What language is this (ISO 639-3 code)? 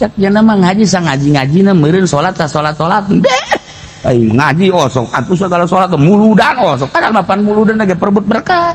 sun